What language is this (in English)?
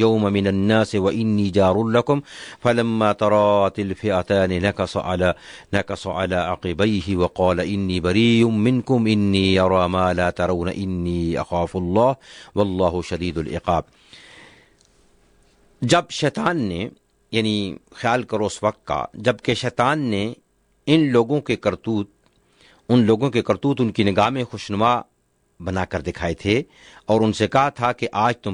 Urdu